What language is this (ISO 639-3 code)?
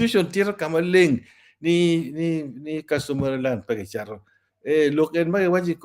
ach